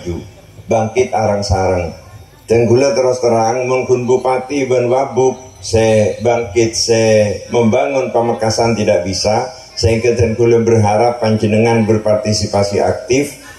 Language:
Madurese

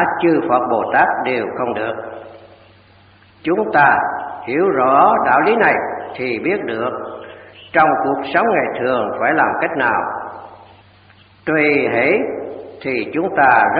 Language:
Vietnamese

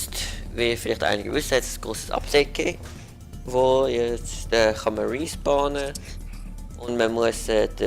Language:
Swiss German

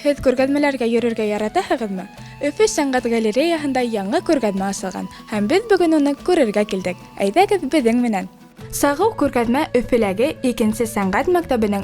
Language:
Bashkir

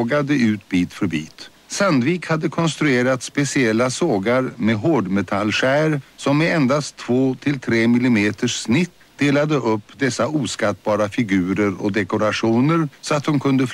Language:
Swedish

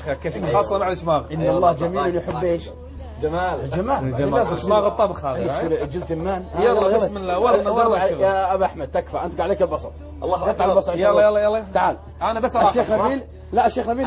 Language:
Arabic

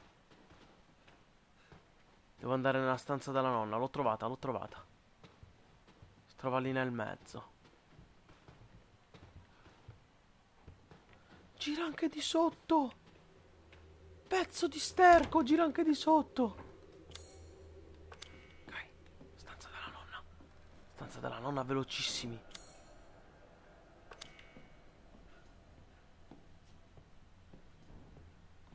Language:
Italian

